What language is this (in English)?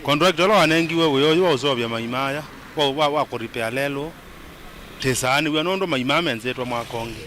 Kamba